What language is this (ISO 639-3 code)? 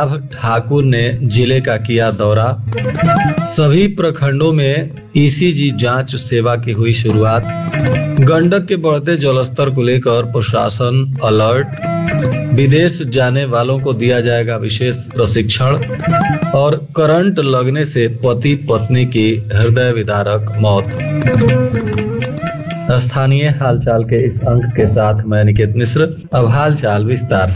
hin